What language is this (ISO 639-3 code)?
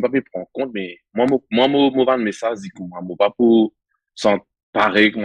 mfe